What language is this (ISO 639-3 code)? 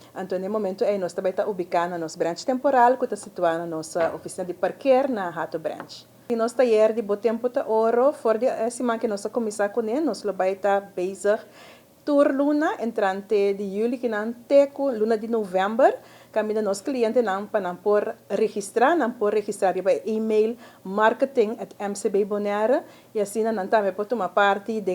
pap